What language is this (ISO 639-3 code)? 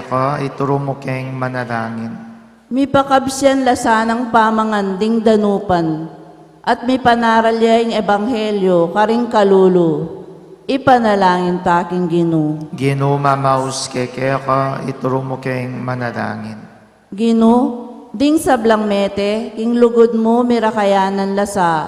pam